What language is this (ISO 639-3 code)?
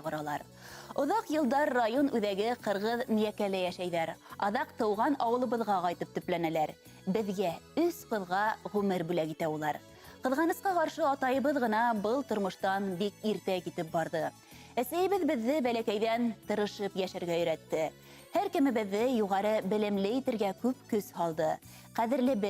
bak